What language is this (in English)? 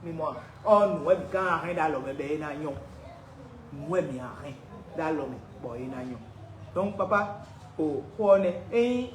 Fon